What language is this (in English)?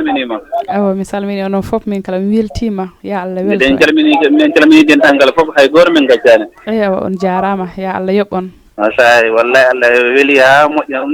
Fula